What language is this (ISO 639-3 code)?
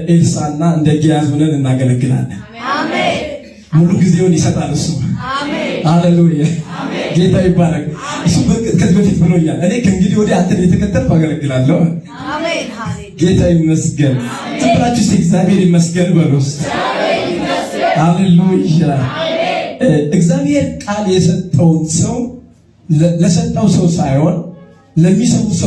amh